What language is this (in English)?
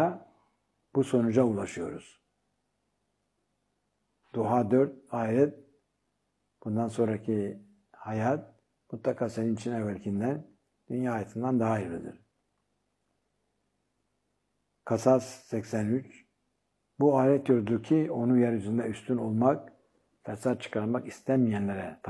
Turkish